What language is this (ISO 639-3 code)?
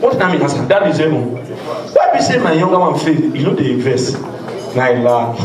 pcm